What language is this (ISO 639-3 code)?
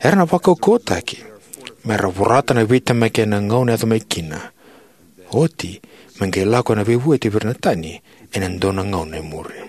fij